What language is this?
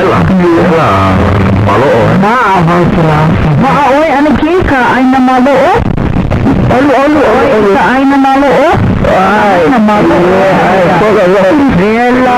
Hawaiian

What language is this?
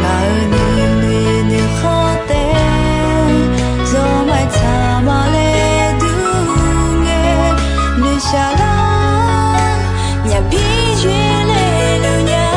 Akha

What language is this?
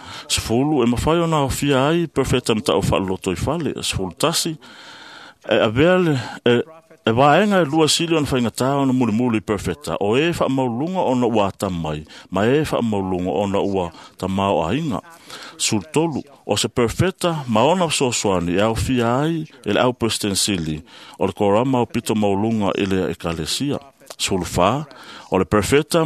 Samoan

